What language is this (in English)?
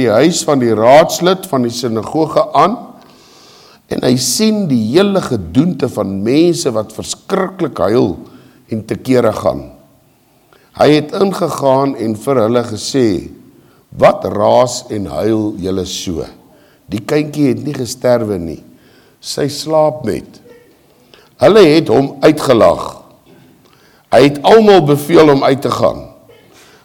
Afrikaans